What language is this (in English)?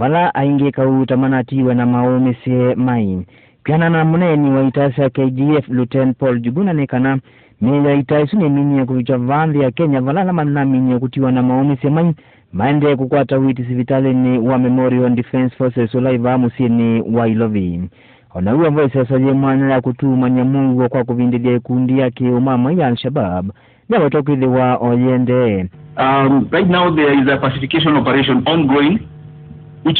Kamba